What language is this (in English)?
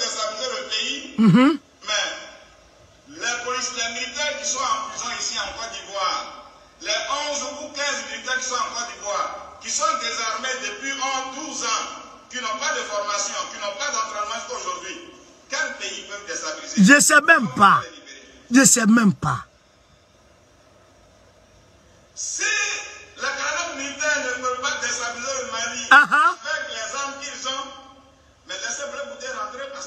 French